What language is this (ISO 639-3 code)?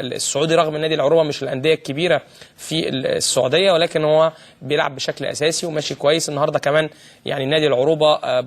arz